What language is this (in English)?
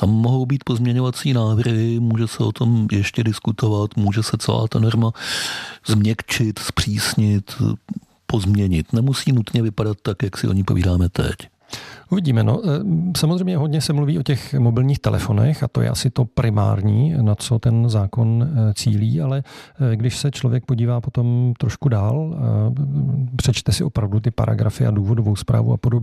Czech